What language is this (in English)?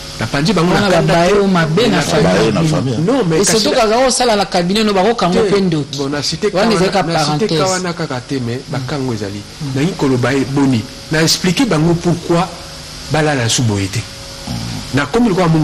Lingala